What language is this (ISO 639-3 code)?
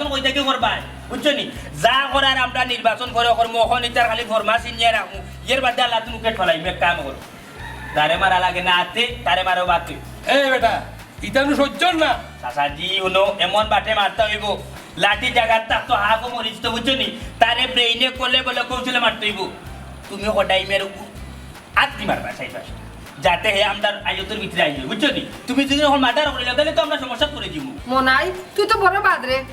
syl